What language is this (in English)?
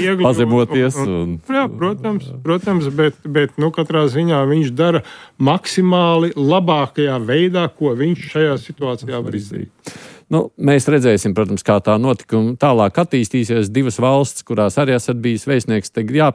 Latvian